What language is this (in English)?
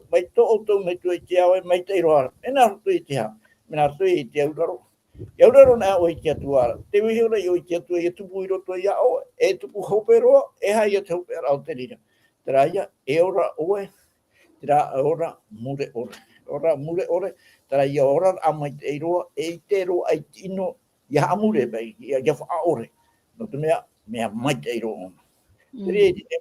Tahitian